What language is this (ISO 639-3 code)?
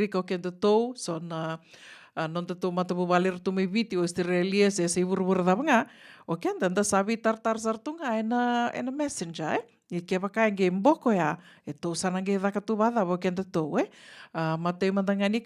fij